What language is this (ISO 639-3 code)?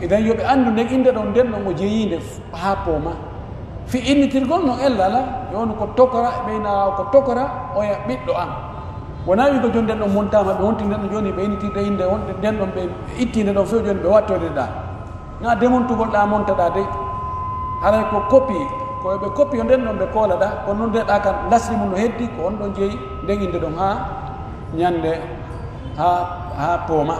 fuf